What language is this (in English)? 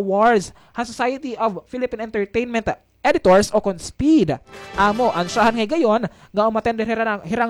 Waray